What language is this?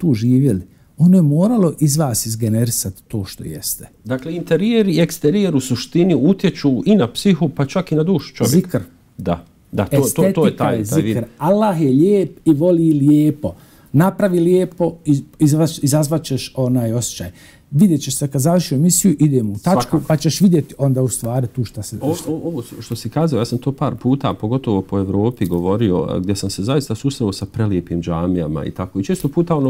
Bosnian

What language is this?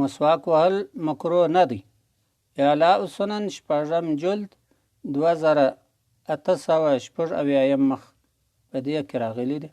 Pashto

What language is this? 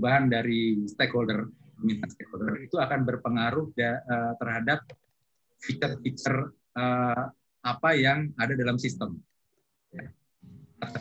Indonesian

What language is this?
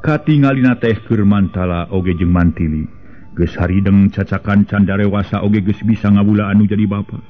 Sundanese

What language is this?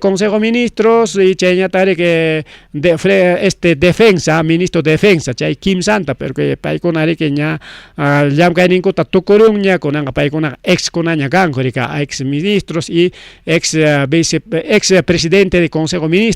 Ayacucho Quechua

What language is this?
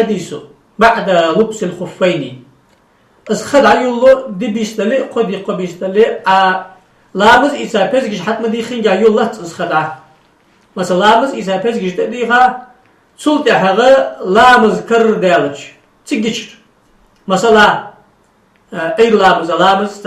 Ingush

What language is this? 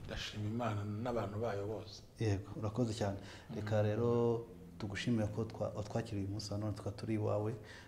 Kinyarwanda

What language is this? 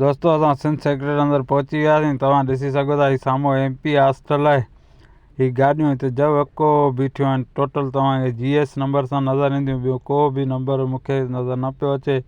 Sindhi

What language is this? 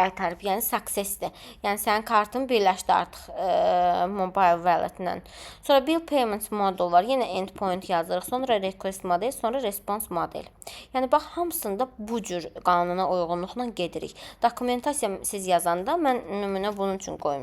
Azerbaijani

